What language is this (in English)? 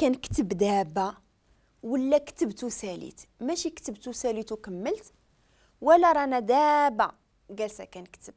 Moroccan Arabic